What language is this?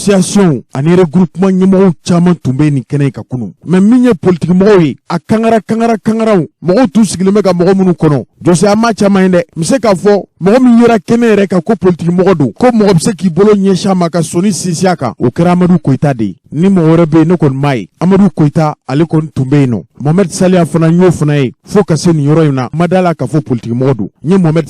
Bambara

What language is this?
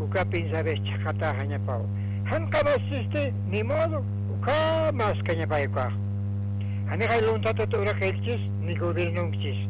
Aymara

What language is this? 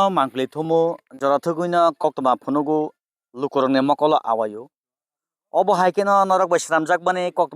Kok Borok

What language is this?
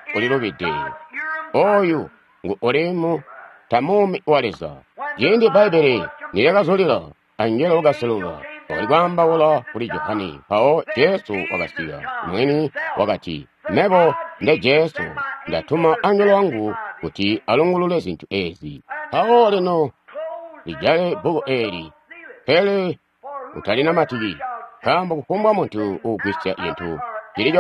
Tonga (Zambia)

